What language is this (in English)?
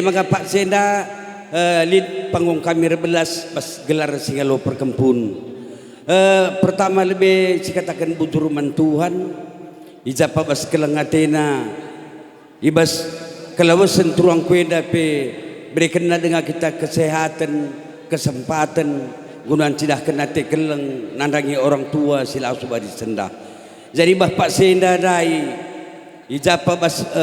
Batak Karo